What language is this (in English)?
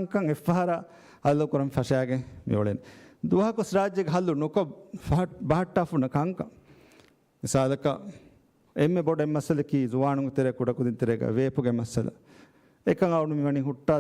Divehi